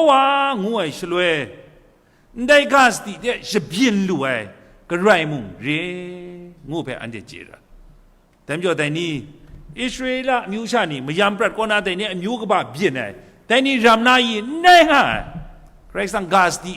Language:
Kachin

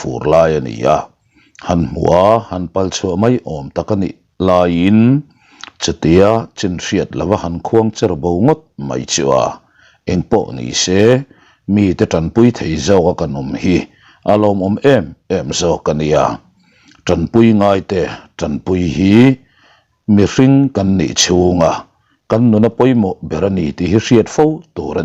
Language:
Mizo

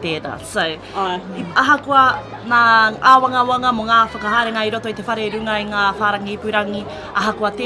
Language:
Māori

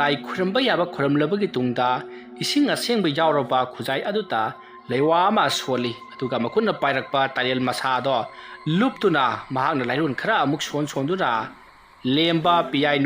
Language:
Manipuri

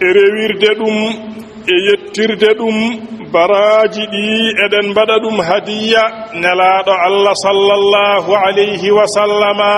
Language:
Fula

